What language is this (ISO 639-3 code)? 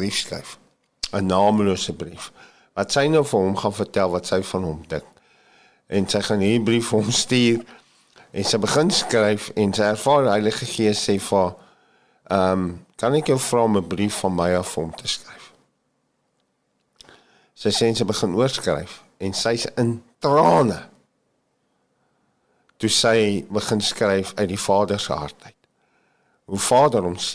afr